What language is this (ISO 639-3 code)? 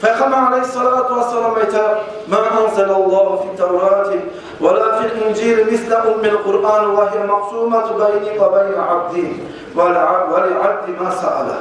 kum